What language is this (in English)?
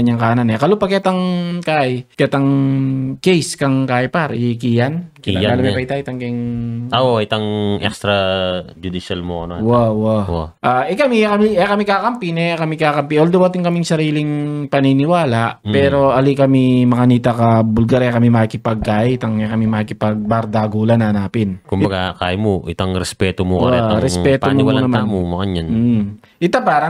Pampanga